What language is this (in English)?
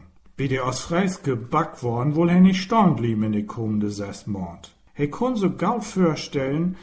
Low German